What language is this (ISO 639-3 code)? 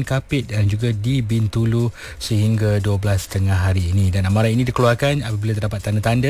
msa